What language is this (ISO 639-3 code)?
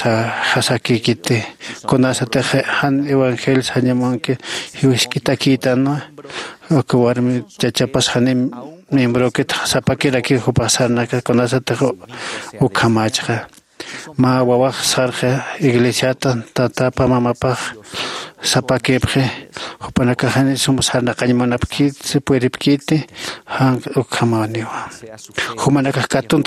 aym